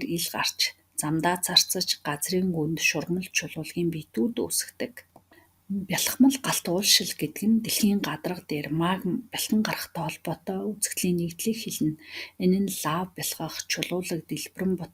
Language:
Mongolian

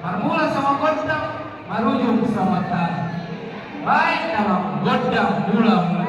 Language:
Batak Toba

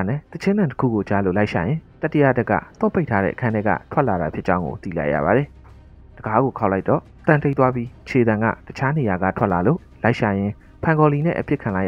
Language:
Burmese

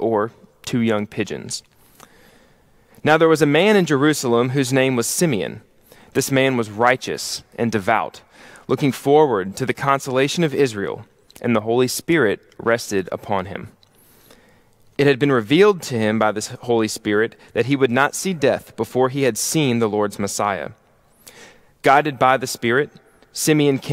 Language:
English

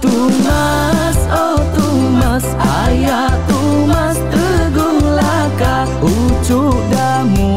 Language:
Iban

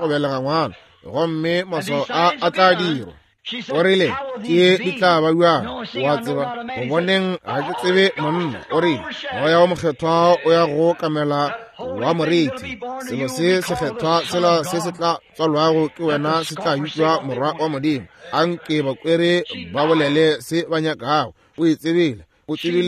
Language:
Northern Sotho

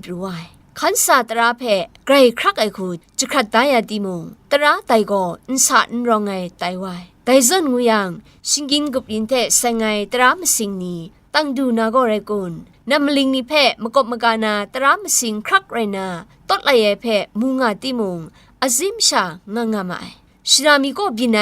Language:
Kachin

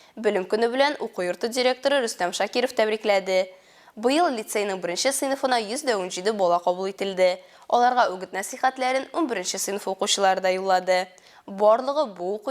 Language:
Tatar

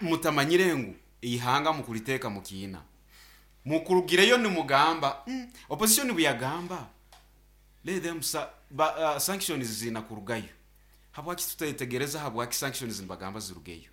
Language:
Nyankole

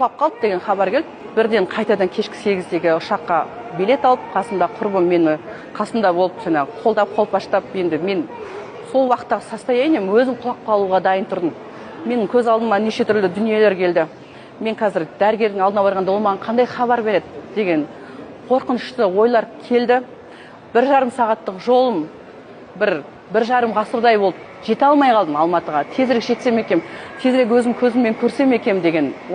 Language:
Kazakh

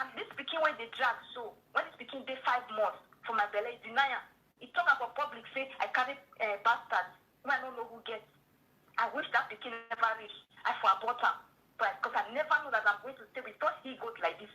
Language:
Nigerian Pidgin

